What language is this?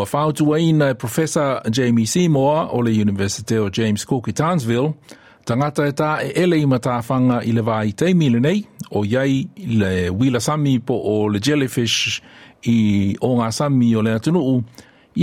Samoan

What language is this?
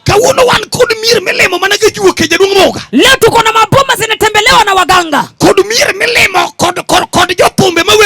Luo (Kenya and Tanzania)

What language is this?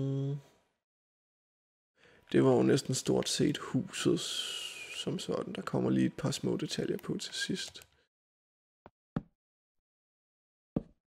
Danish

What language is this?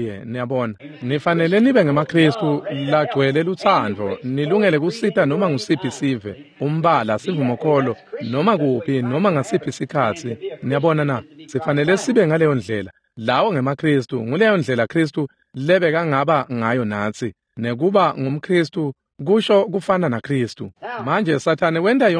Swati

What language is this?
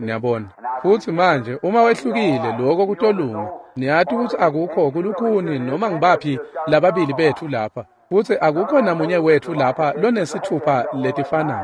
Swati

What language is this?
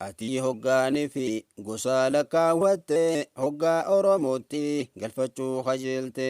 Oromo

